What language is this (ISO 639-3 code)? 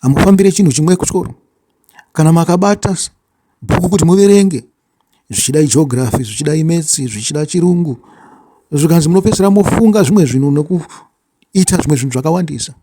sna